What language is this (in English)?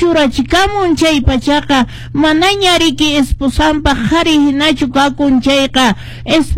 Quechua